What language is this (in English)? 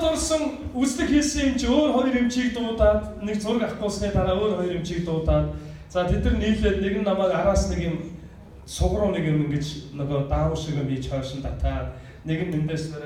Mongolian